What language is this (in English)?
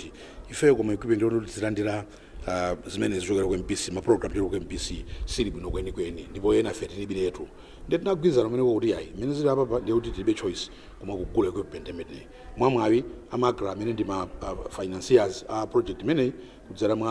Nyanja